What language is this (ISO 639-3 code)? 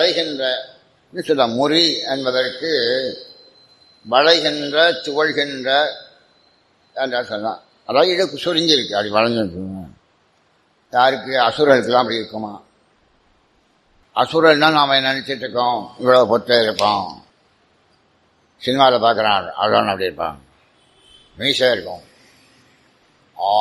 tam